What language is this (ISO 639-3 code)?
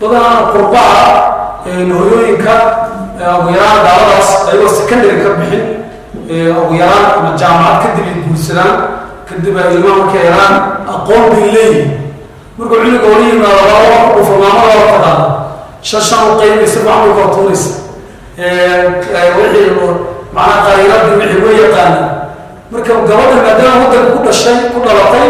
som